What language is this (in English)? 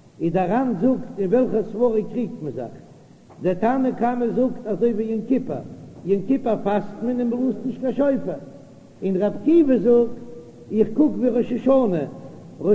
Yiddish